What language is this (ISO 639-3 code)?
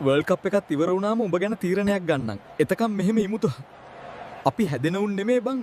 sin